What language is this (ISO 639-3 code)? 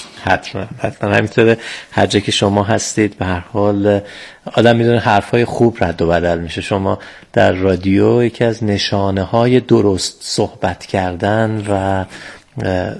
fas